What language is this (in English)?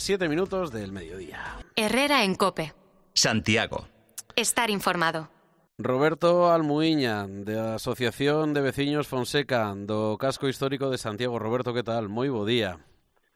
Galician